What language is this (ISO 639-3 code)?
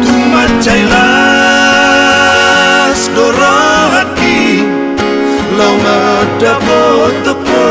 bbc